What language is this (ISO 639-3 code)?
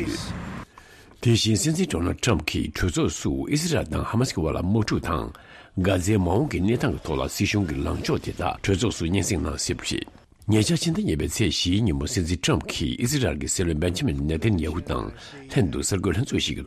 bod